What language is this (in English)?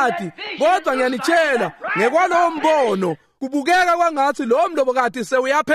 Swati